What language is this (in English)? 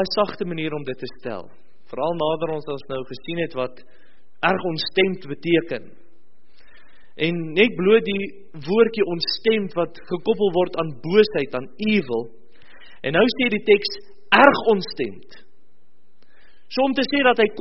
Afrikaans